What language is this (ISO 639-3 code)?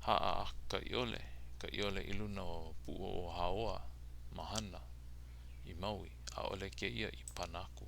haw